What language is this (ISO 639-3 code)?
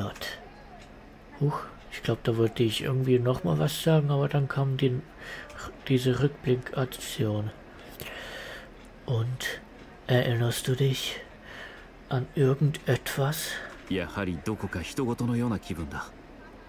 deu